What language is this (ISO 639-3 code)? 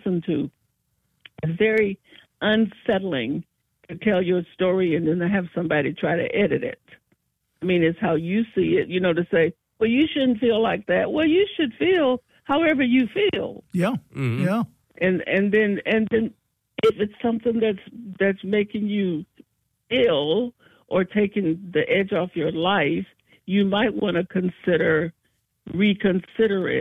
eng